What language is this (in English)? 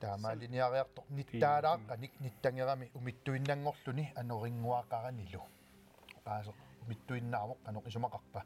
Kalaallisut